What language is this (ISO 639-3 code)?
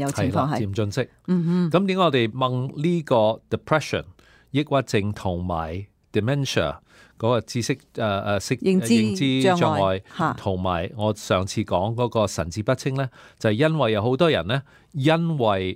yue